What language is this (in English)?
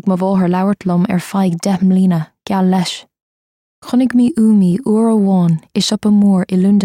Irish